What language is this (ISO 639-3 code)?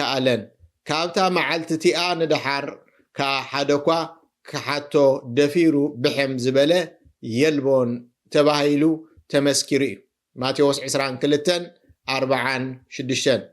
tir